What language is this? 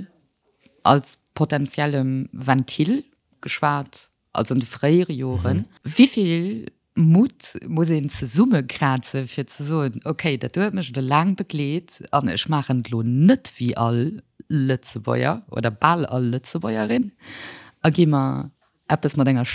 Luxembourgish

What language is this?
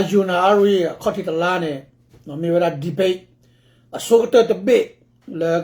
S'gaw Karen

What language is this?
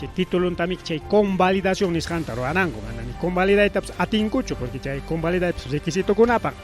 Ayacucho Quechua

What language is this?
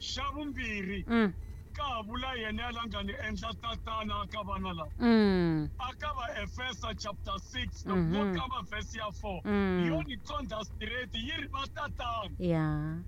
Tsonga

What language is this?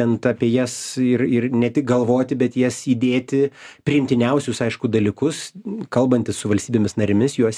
Lithuanian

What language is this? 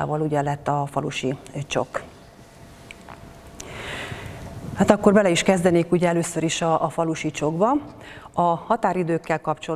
Hungarian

